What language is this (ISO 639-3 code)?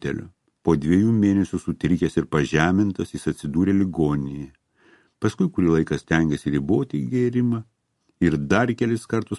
lit